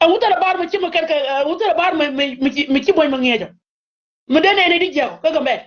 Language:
Nuer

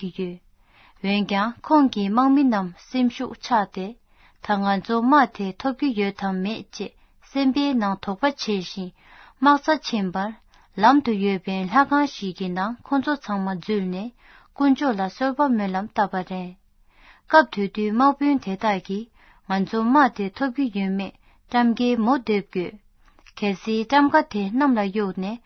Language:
Tibetan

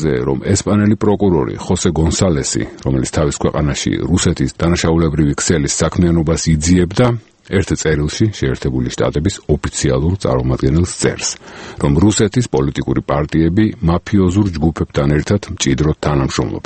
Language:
Georgian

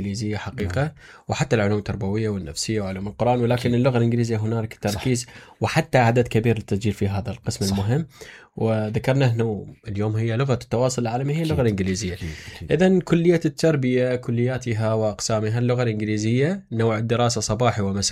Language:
Mesopotamian Arabic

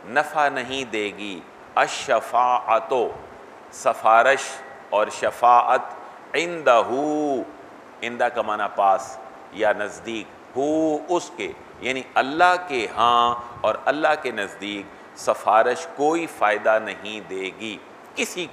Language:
Urdu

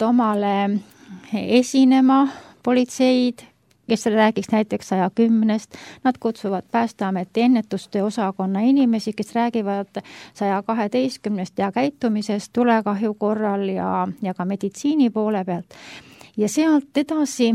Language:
Estonian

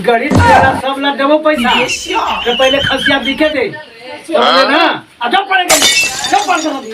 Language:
Magahi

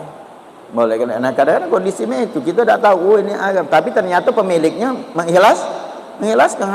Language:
Musi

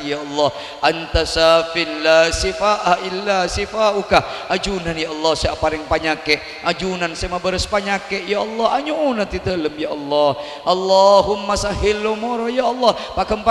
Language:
Madurese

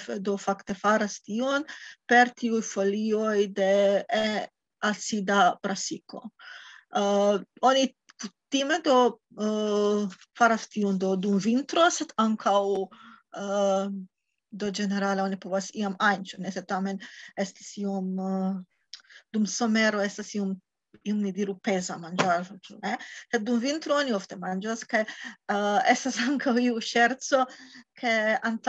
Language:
Esperanto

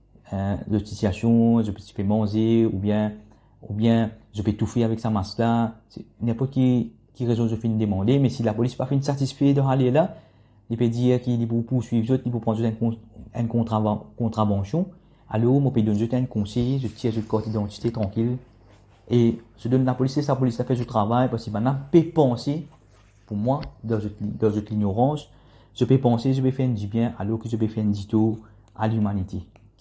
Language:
Morisyen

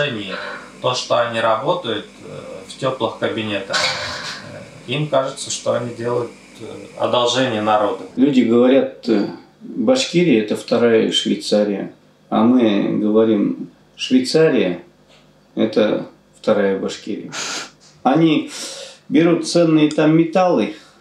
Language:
Russian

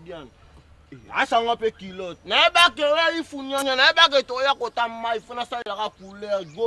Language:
Lingala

